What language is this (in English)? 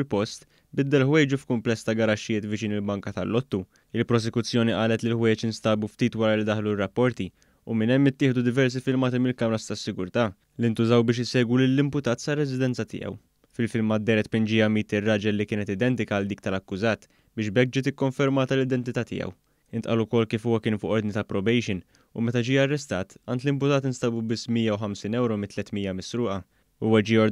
Maltese